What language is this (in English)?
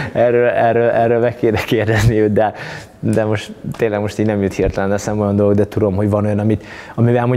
Hungarian